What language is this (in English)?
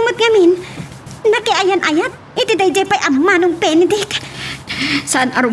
Iloko